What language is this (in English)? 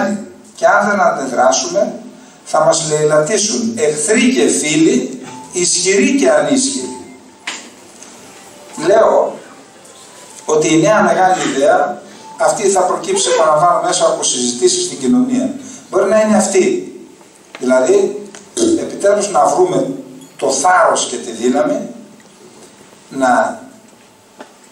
Greek